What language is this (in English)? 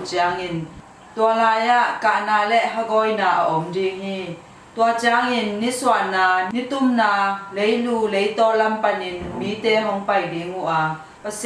Tedim Chin